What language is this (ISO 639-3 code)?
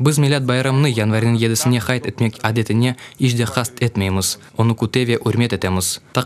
crh